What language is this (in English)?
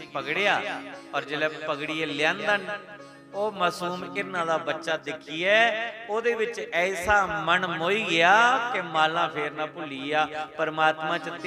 Dogri